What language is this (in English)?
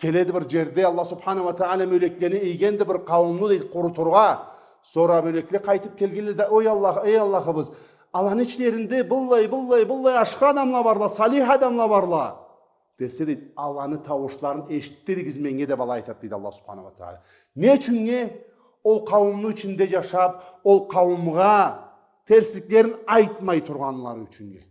Karachay-Balkar